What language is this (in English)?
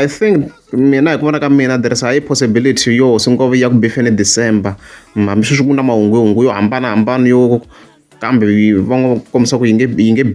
Tsonga